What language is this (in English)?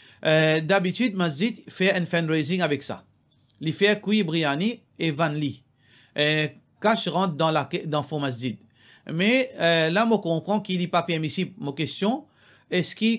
Morisyen